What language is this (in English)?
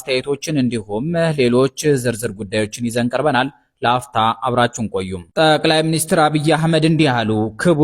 Amharic